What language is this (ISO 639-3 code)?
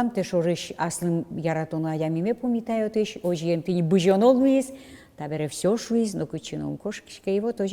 udm